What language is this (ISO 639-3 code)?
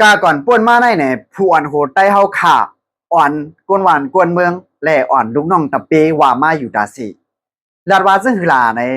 shn